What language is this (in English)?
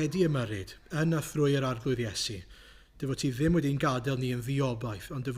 Welsh